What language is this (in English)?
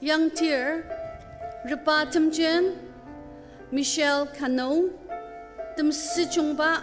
Ao Naga